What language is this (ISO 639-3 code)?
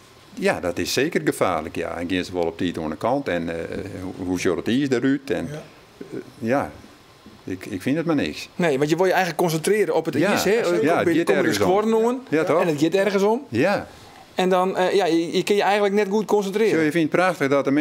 fry